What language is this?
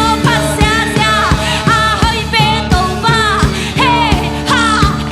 Tedim Chin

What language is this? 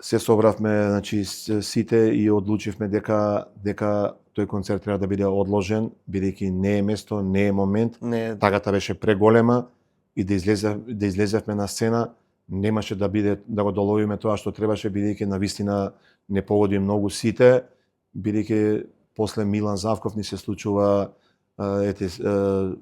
Macedonian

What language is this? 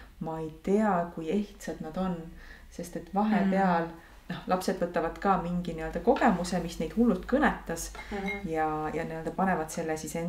Estonian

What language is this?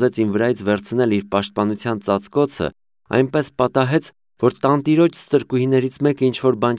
Armenian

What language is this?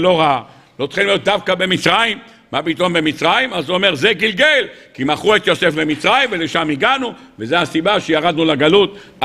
Hebrew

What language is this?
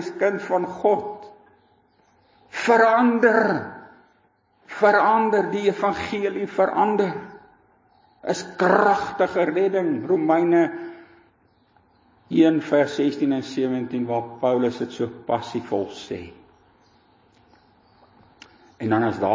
Afrikaans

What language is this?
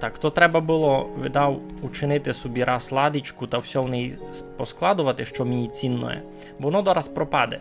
Rusyn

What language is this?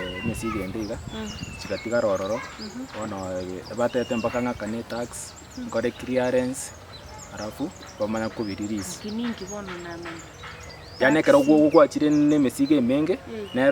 Gusii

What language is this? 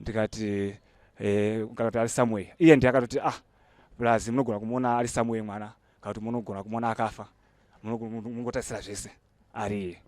Shona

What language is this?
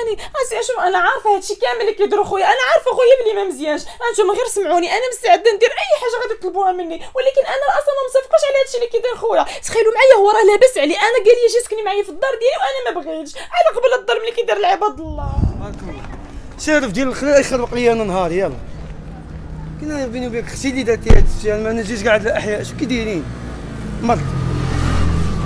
Moroccan Arabic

